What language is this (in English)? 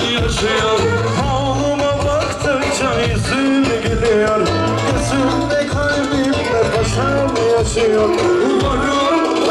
Turkish